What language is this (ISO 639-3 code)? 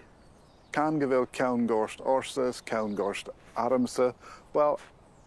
gla